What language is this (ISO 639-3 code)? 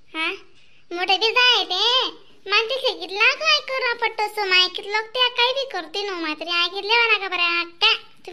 khn